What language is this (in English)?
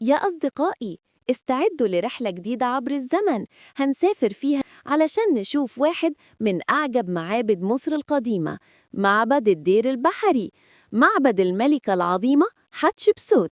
Egyptian Arabic